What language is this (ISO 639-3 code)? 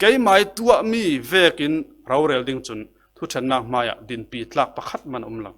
cfm